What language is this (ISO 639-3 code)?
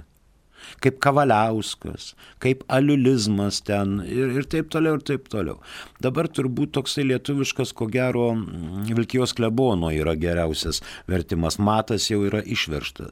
lit